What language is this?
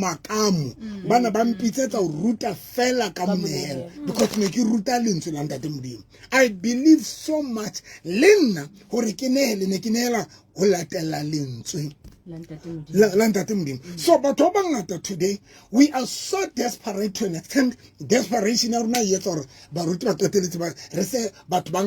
Southern Sotho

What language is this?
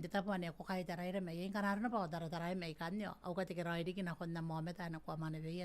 Gilbertese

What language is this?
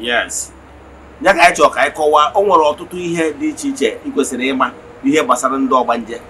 Igbo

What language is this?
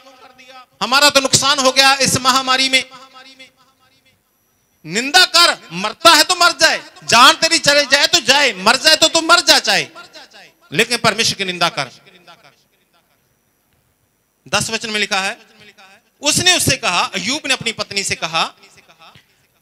Hindi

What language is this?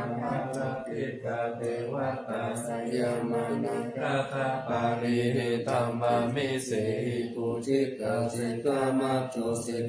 Pali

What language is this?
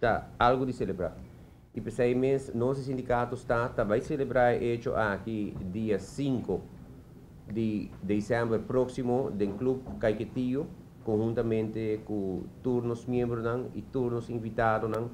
Papiamento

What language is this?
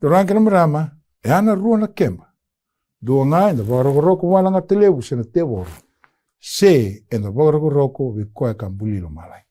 Fijian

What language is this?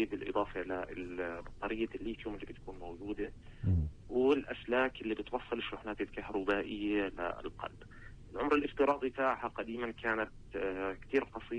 North Levantine Arabic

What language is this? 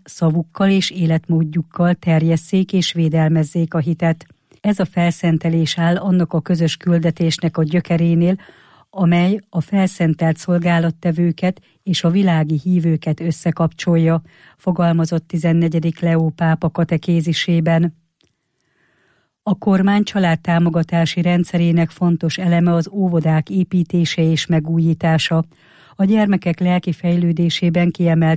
Hungarian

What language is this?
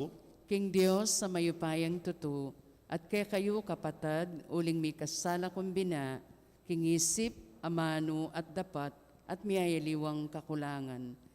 Pampanga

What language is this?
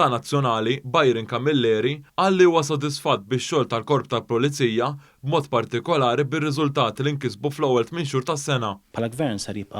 Maltese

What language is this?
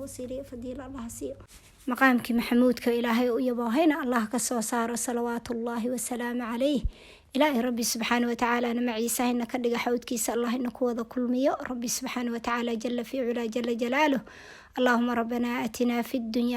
Somali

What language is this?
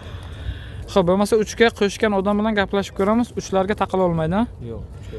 Uzbek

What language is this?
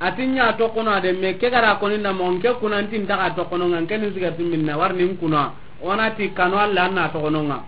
Soninke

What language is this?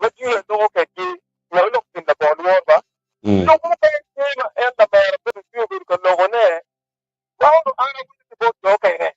Acoli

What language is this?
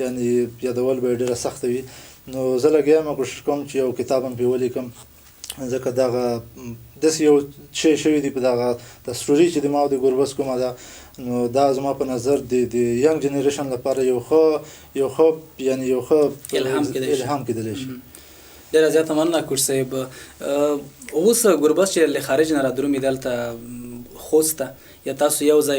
Pashto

